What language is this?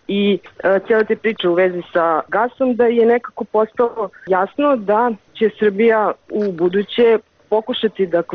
Bosnian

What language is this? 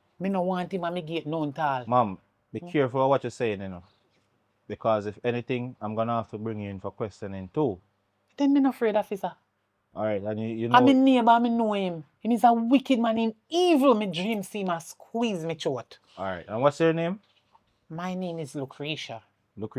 Jamaican Creole English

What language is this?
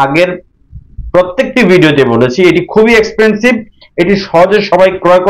Bangla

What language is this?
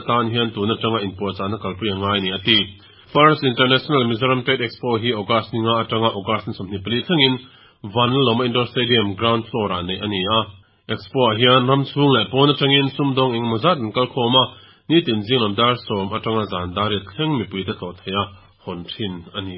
Mizo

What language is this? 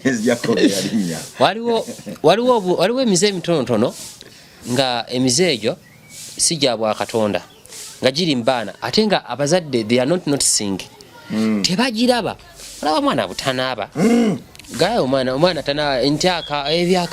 Ganda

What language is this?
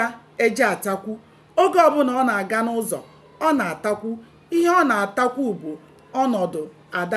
Igbo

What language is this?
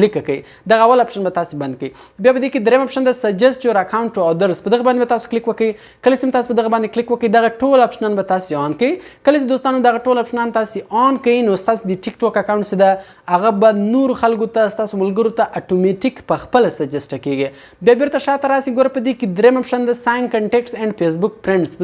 Pashto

